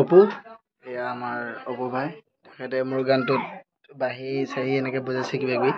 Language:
Assamese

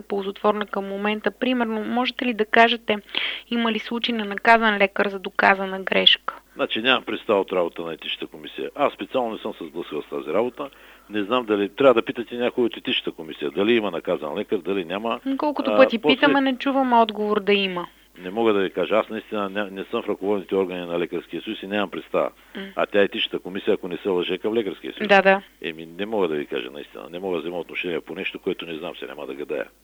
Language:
Bulgarian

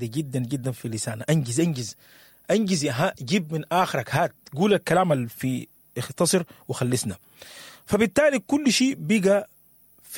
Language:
Sudanese Arabic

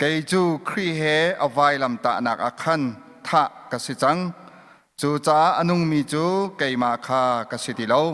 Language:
Hakha Chin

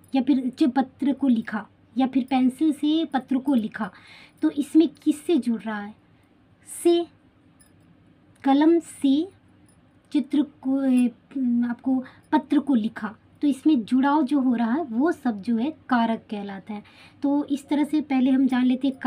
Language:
Hindi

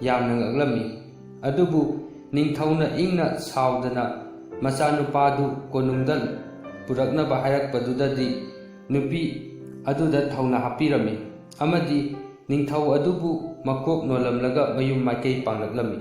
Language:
Manipuri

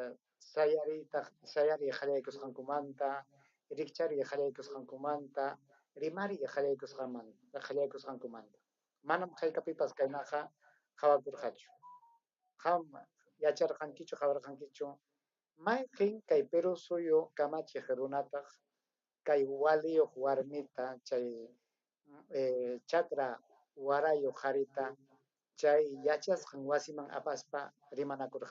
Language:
Ayacucho Quechua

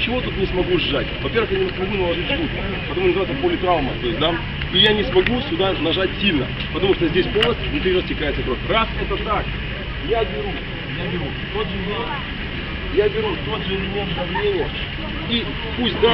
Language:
Russian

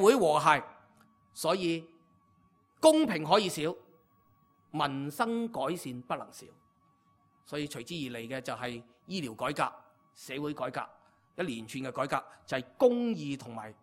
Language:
Cantonese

